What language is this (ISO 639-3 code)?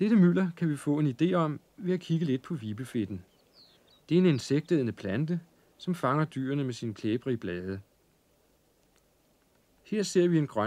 dan